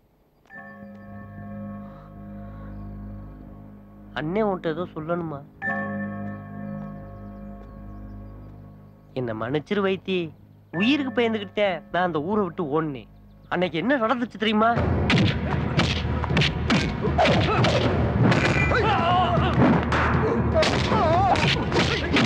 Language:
Tamil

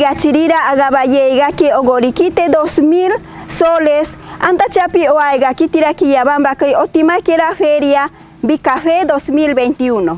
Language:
Machiguenga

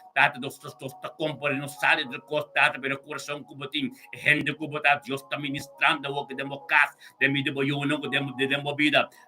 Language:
Papiamento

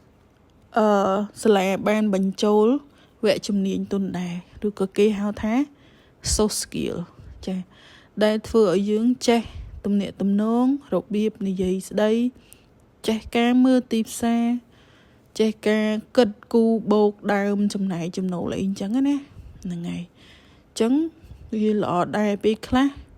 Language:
Khmer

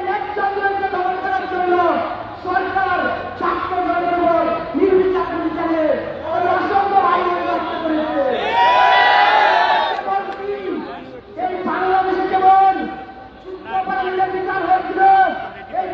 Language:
Bangla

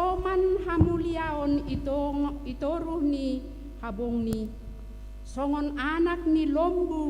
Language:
Batak Simalungun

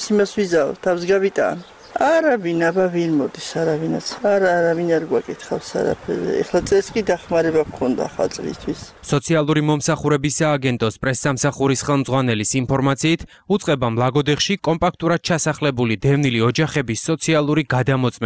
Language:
Georgian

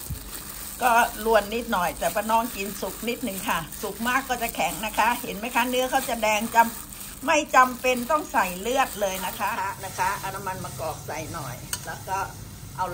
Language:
Thai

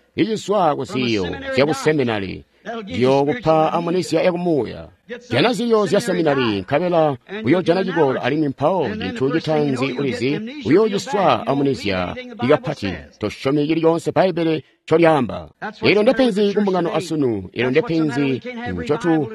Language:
Tonga (Zambia)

